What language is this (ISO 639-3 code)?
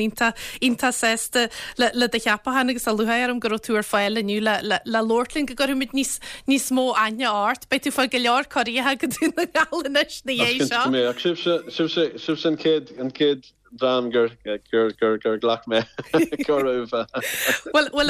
gle